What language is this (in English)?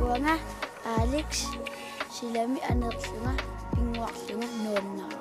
Kalaallisut